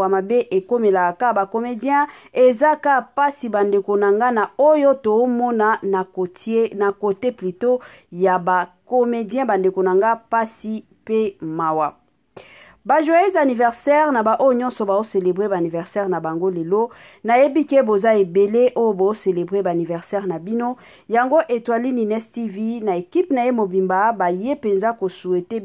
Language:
Lingala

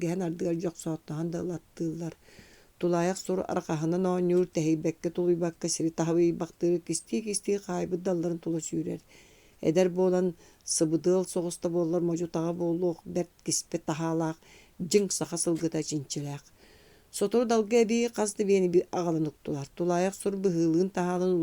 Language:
Yakut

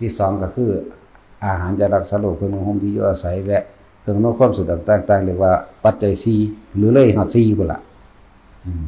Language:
Northeastern Thai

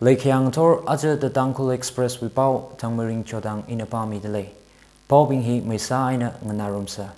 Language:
Tangkhul Naga (India)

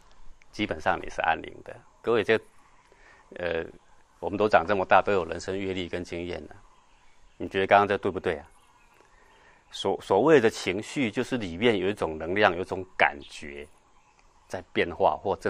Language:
Chinese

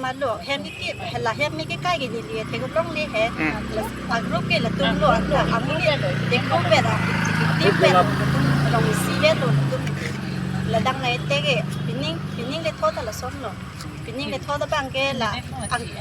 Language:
Karbi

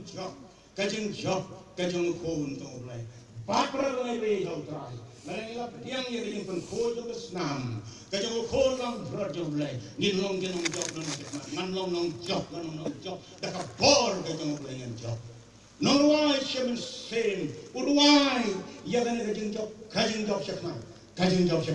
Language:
Khasi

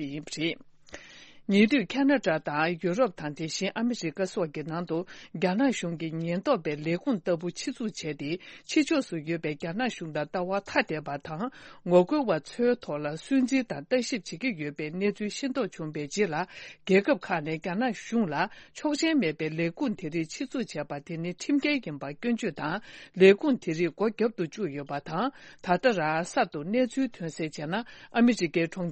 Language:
Tibetan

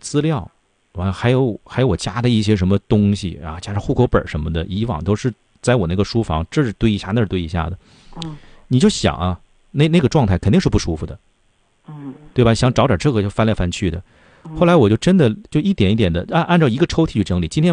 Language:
Chinese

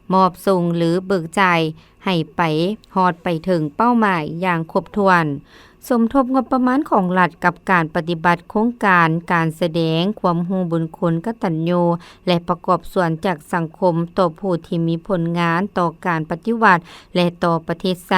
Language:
Lao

